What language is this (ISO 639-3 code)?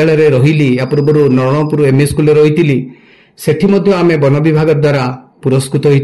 ori